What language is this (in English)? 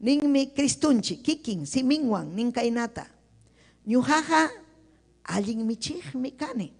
Ayacucho Quechua